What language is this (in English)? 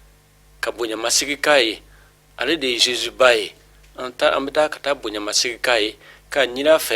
Bambara